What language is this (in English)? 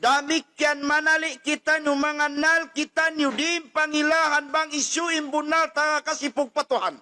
Tausug